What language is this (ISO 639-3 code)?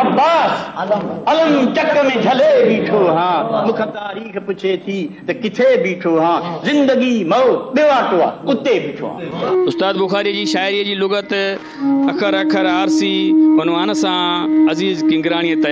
snd